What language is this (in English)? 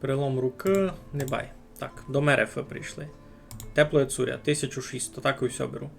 Rusyn